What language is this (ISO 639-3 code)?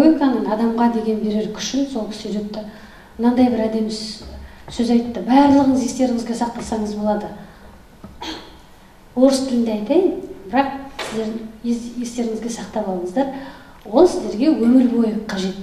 kaz